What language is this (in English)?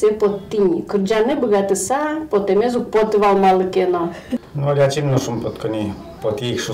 Udmurt